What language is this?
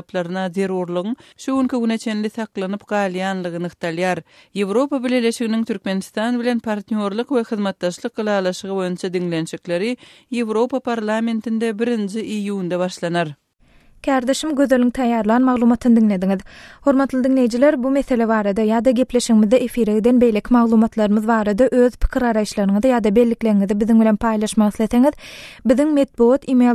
Turkmen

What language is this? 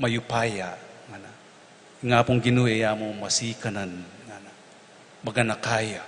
Pampanga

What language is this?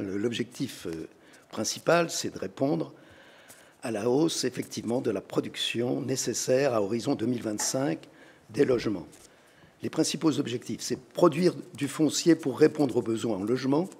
French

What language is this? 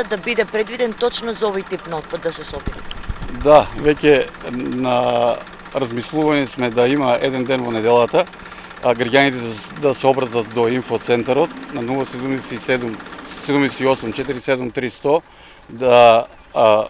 Macedonian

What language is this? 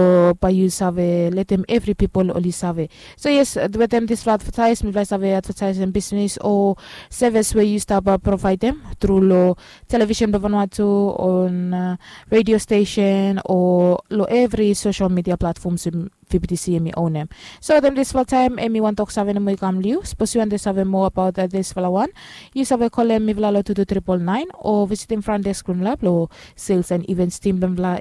Bislama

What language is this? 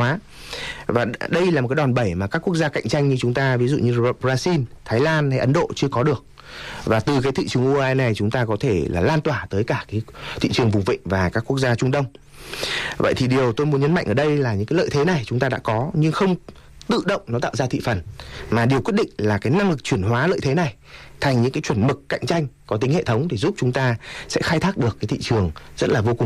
Vietnamese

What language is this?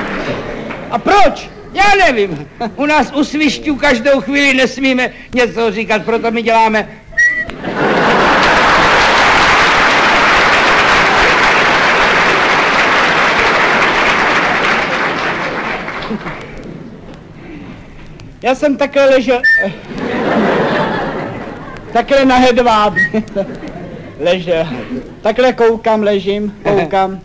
Czech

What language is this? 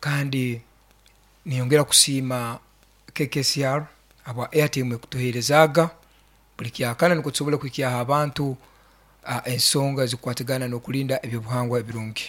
Nyoro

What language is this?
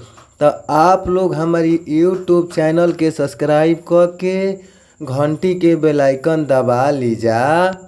Bhojpuri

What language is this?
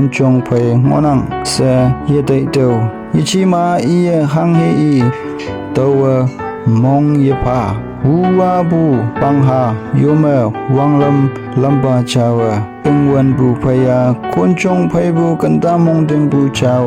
Konyak Naga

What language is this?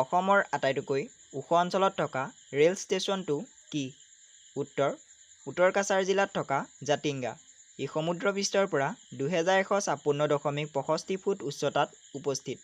Assamese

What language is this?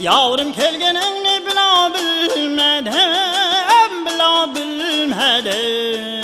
Kara-Kalpak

